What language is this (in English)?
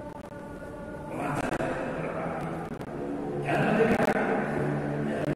Indonesian